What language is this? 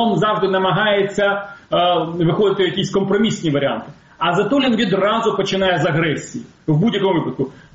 Ukrainian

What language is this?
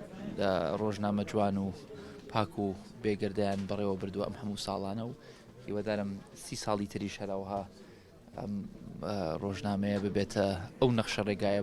Central Kurdish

